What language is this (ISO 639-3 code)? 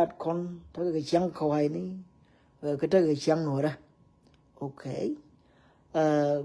nus